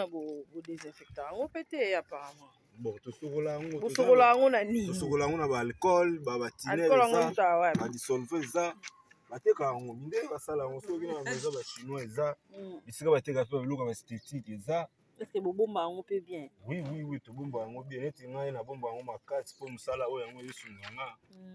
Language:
Lingala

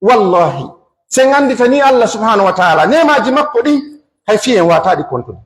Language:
Pular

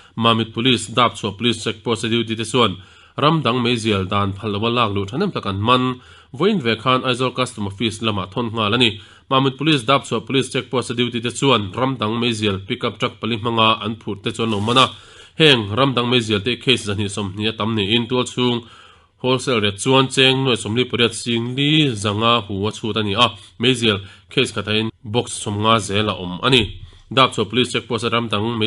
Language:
Mizo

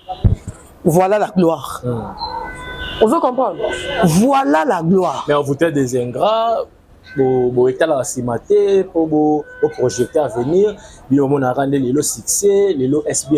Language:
Lingala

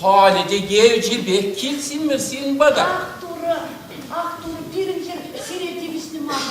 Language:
Chuvash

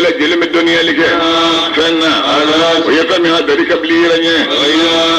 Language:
Bambara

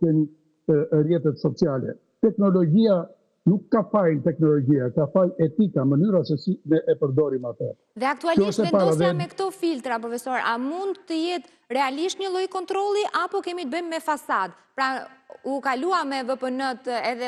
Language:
Albanian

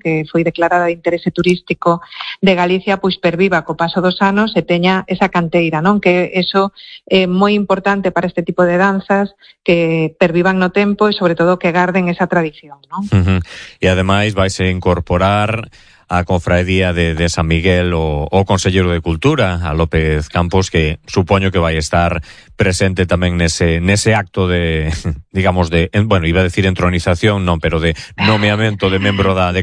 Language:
Galician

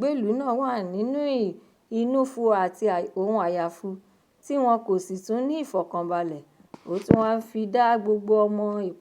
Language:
Yoruba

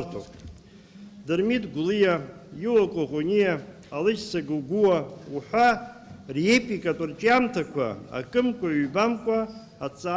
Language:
Abkhazian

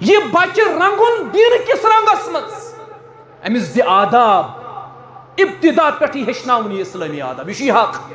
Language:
Kashmiri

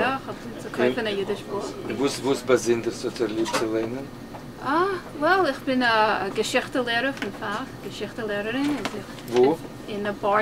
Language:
Yiddish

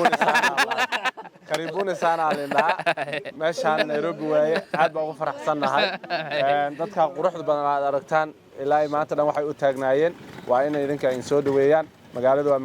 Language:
Somali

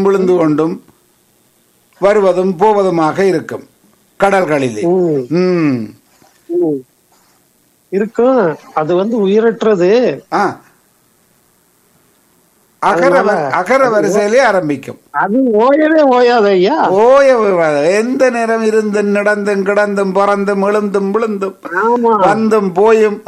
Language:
Tamil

